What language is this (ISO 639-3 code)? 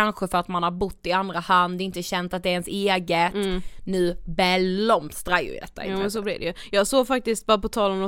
swe